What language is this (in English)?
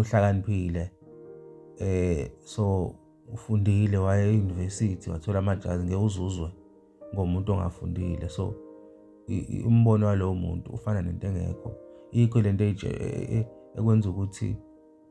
Zulu